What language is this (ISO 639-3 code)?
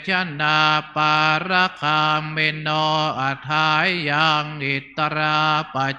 pli